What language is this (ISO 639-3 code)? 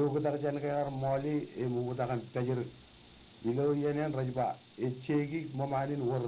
mah